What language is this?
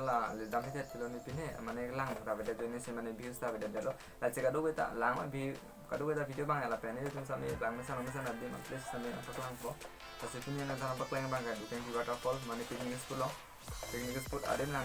Karbi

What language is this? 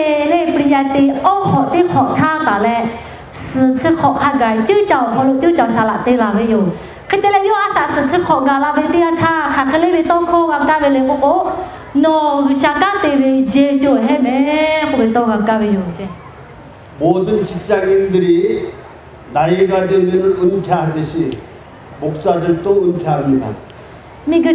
Lahu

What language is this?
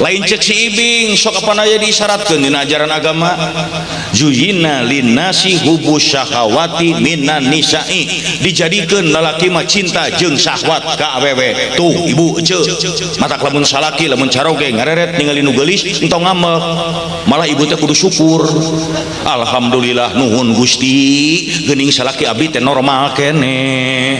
Sundanese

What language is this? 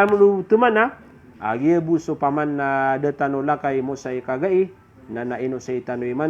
Maranao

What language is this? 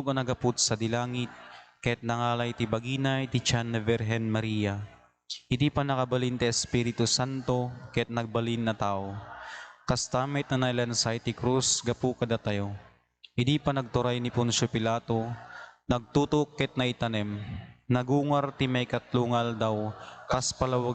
Iloko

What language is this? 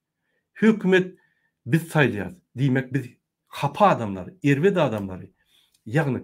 Turkmen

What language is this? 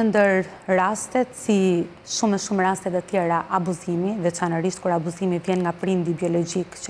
Albanian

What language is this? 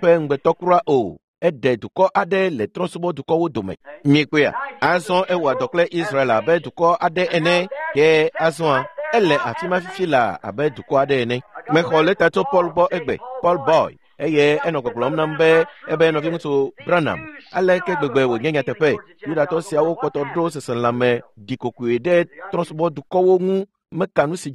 Ewe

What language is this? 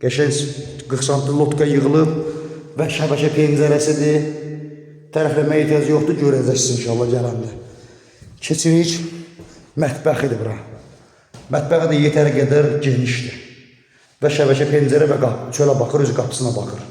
Azerbaijani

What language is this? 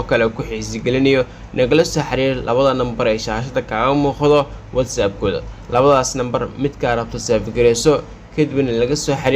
Somali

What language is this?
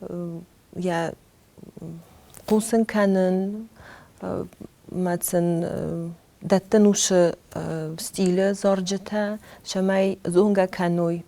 Ossetic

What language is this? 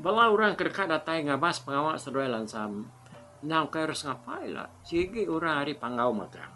Iban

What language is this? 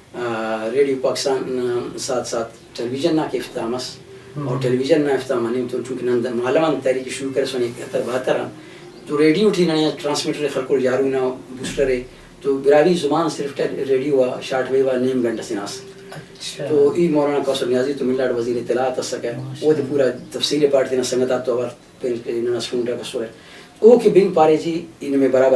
Brahui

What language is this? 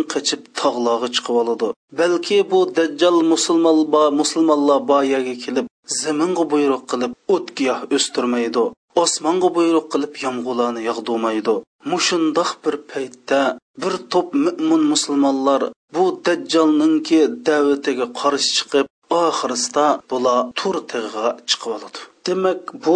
Uyghur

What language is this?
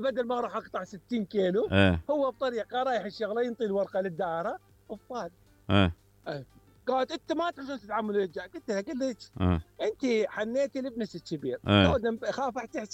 Mesopotamian Arabic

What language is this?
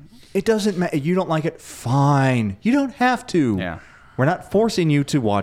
English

